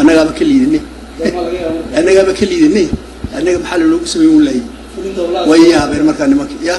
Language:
Somali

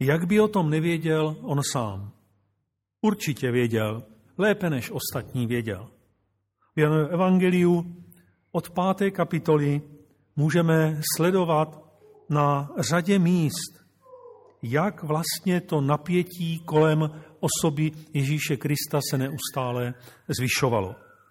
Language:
Czech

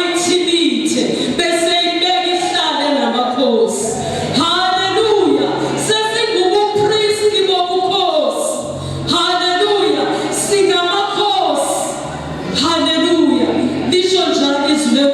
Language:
Zulu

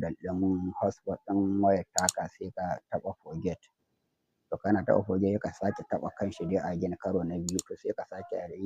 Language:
Hausa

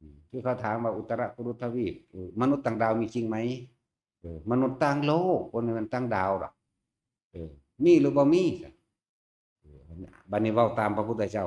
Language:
Northeastern Thai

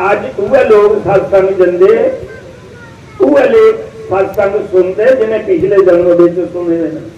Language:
Dogri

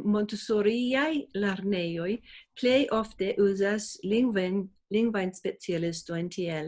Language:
Esperanto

